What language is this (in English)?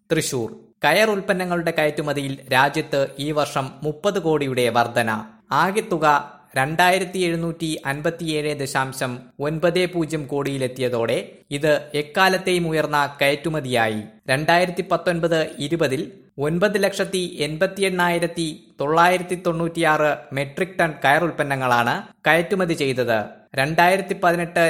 Malayalam